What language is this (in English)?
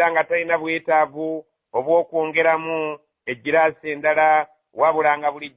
Ganda